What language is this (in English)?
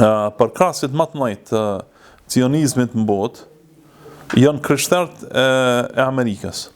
Albanian